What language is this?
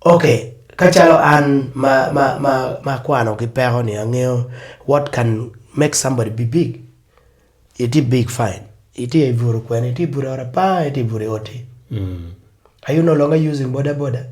Acoli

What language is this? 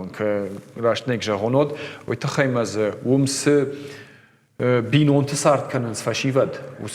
Ossetic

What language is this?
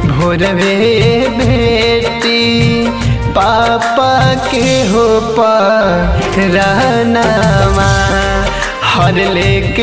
Bhojpuri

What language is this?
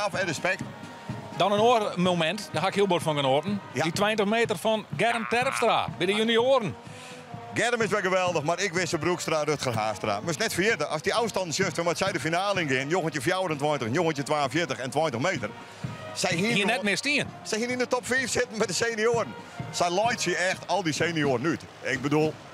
Western Frisian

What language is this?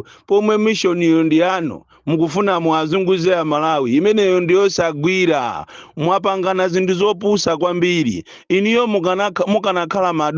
Nyanja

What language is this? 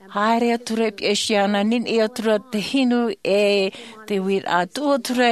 Tahitian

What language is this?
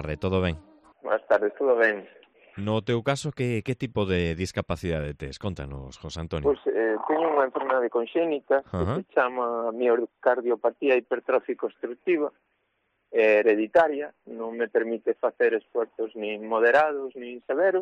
Galician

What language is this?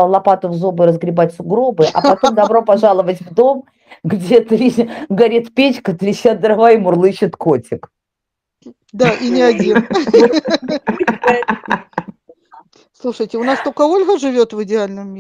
Russian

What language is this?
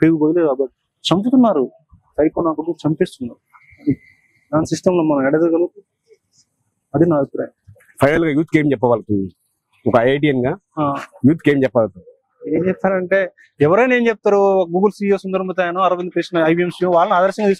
Telugu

